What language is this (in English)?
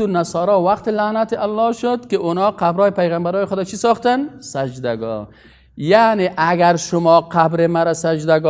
Persian